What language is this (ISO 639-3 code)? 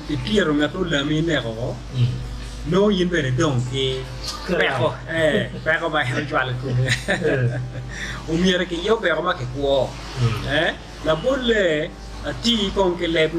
ach